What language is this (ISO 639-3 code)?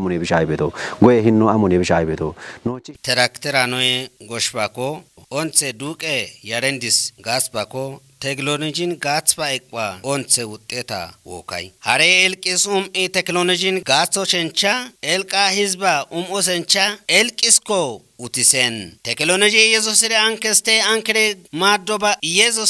kbr